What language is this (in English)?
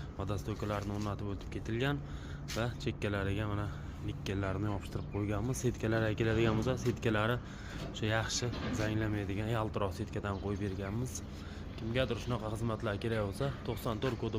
Uzbek